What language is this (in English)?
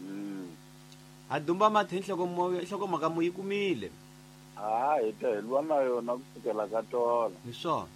Tsonga